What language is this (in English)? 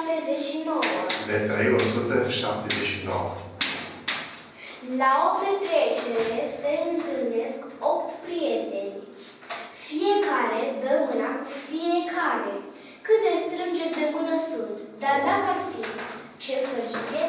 Romanian